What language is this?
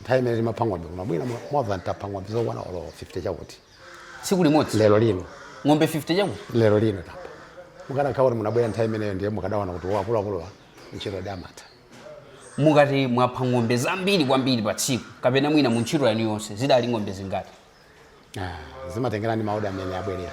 Nyanja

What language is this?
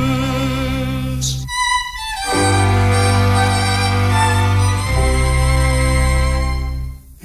Norwegian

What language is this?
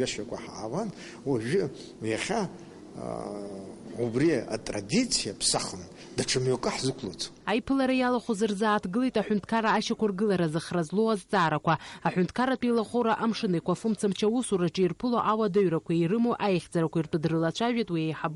Abkhazian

